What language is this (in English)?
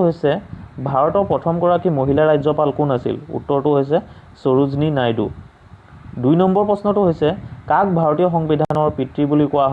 Assamese